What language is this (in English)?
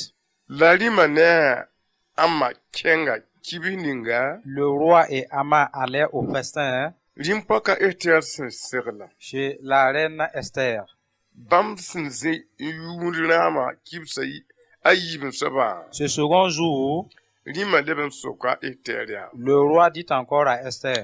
Mossi